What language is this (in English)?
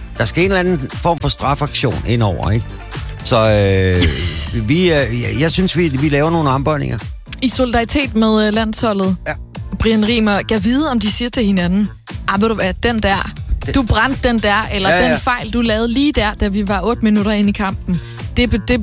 Danish